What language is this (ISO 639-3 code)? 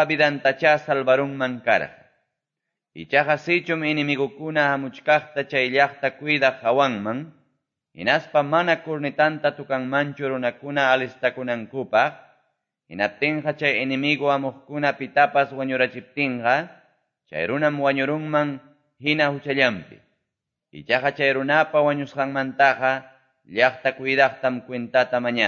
que